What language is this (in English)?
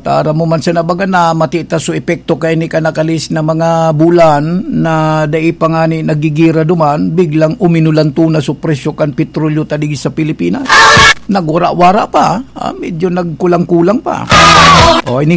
Bikol